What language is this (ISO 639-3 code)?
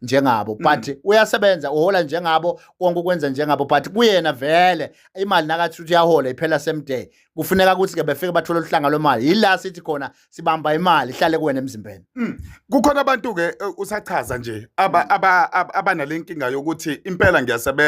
zul